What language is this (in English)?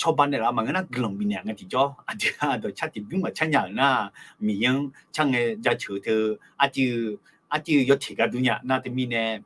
Akha